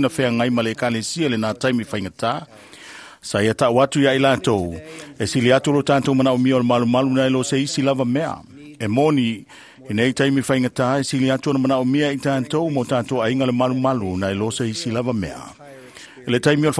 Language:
Samoan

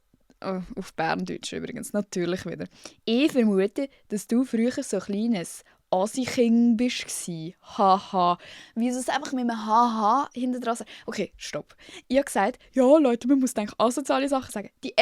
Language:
Swiss German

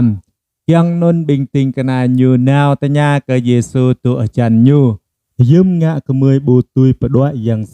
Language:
Jarai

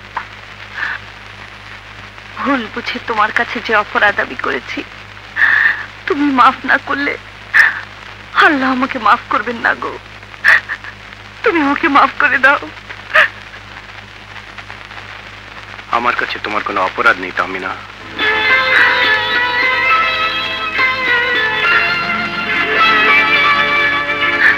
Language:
Bangla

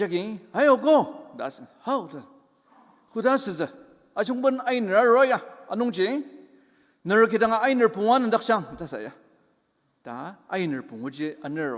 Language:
Ao Naga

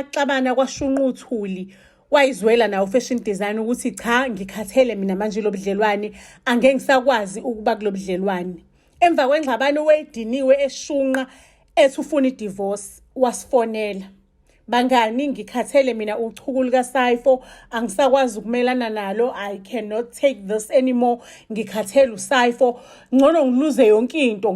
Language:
Zulu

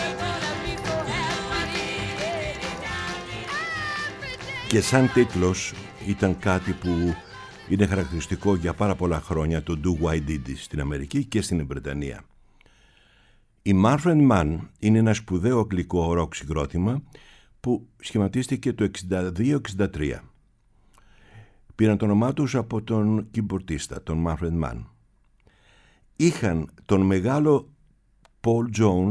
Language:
Greek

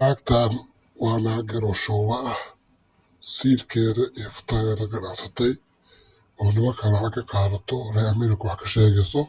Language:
Somali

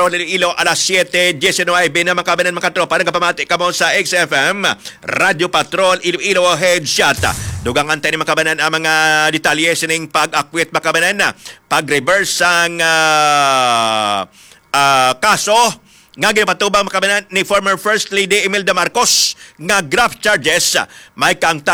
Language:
Hiligaynon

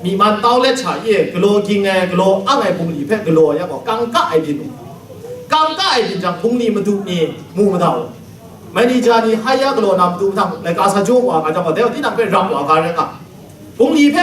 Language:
Kachin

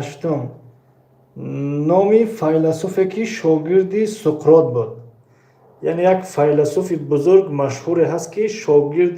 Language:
Tajik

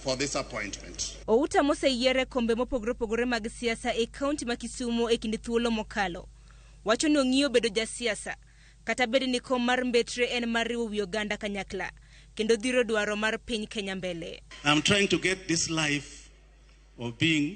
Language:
Luo (Kenya and Tanzania)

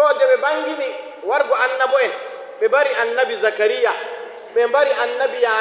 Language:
Nigerian Fulfulde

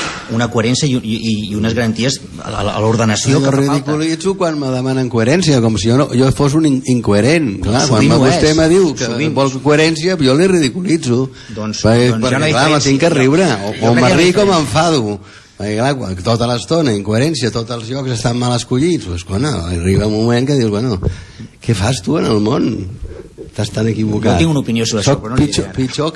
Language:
Catalan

